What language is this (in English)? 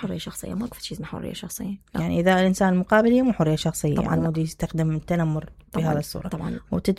Mesopotamian Arabic